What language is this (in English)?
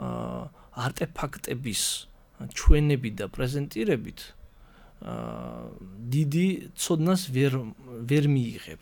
Georgian